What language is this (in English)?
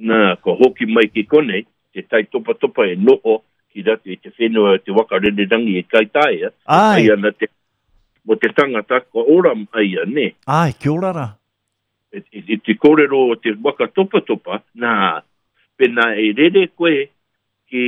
Māori